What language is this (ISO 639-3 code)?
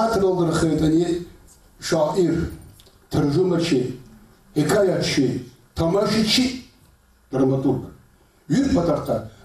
lez